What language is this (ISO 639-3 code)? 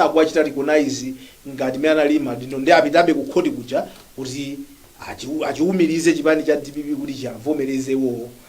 nya